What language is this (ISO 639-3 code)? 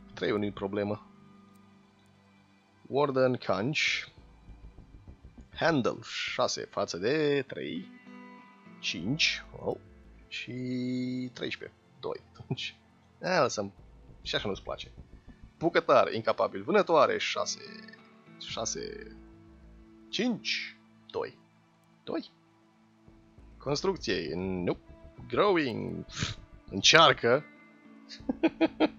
ron